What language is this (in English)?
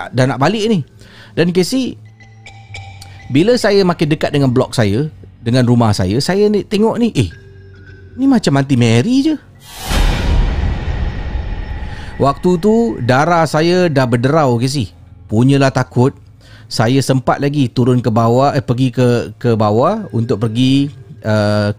Malay